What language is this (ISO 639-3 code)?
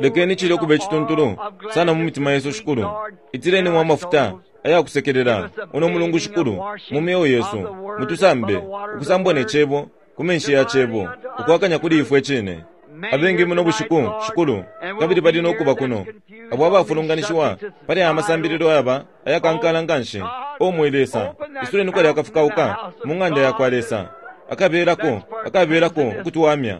bem